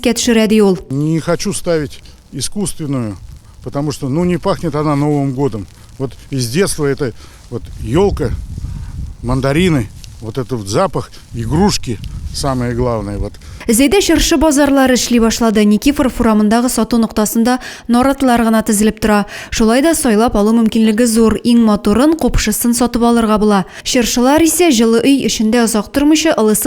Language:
Tatar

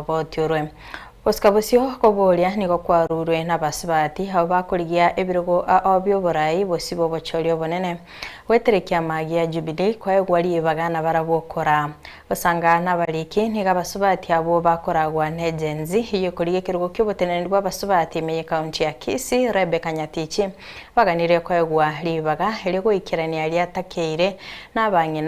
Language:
Gusii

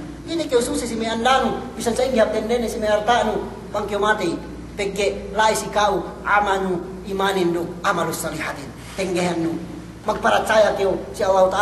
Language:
Yakan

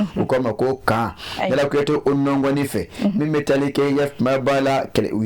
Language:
Bambara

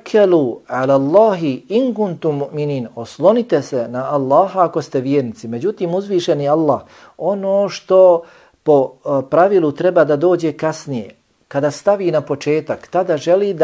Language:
Bosnian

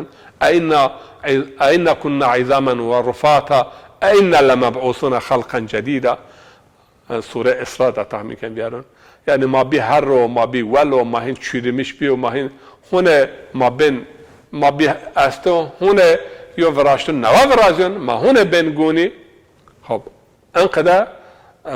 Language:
Zaza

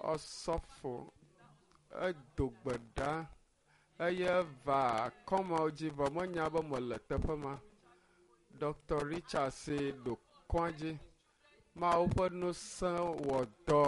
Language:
Ewe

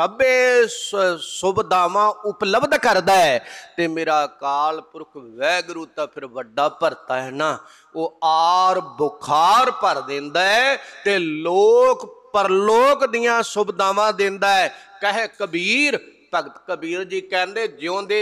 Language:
Punjabi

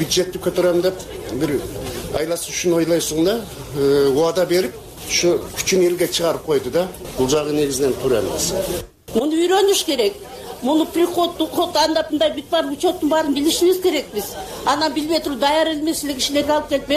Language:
Kyrgyz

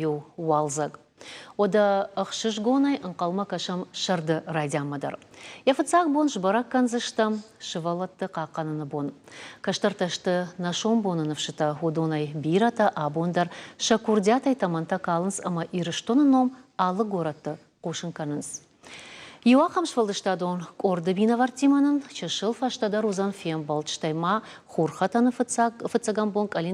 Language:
Ossetic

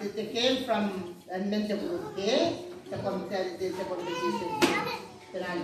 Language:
Gilbertese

